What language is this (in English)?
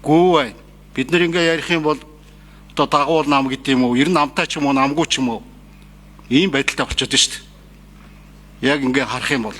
Mongolian